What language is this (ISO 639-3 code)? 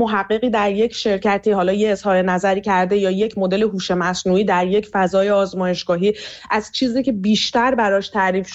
fas